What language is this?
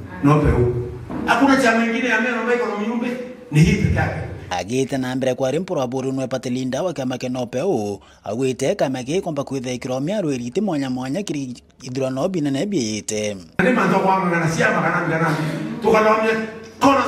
Meru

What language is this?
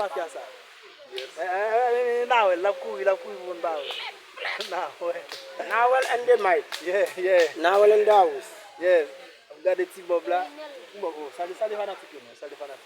Haitian Creole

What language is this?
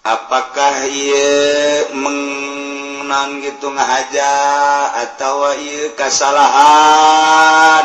Sundanese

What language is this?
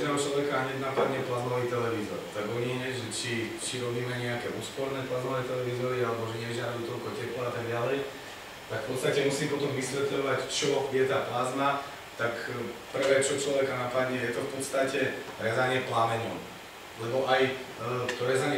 Slovak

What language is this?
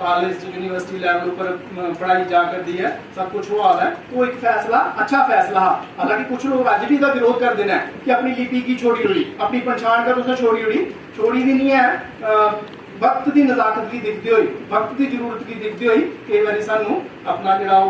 Dogri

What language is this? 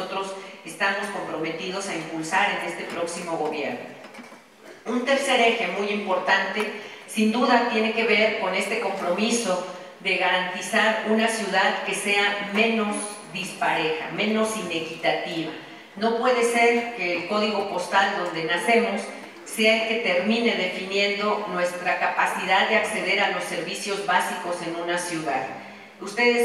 Spanish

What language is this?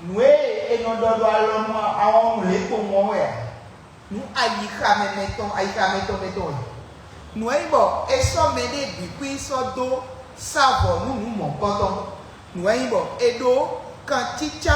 Fon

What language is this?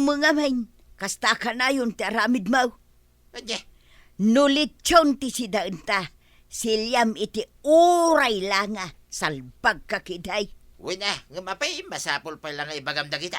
Iloko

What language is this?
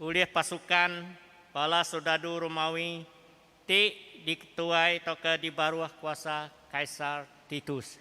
Iban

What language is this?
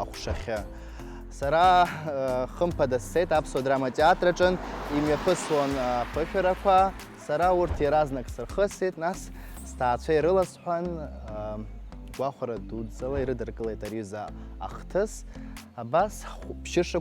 Abkhazian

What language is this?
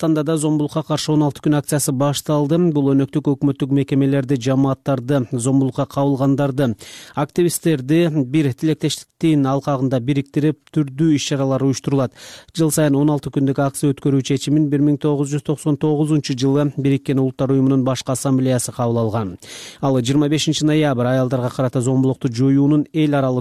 Kyrgyz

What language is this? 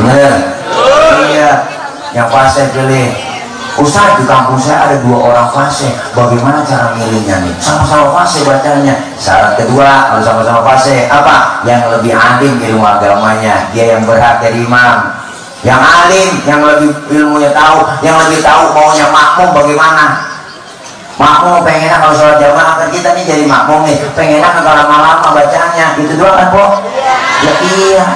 Betawi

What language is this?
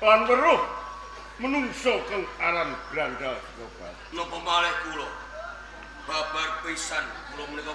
Javanese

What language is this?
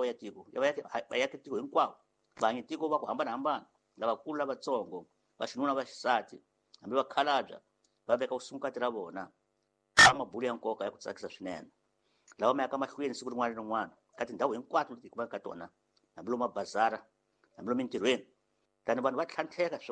Tsonga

